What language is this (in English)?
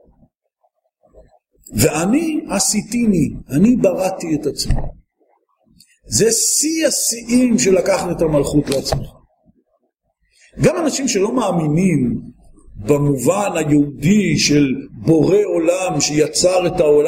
Hebrew